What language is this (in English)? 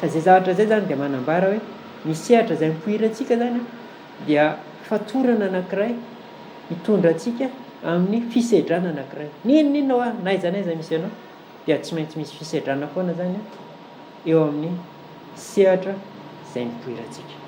Malagasy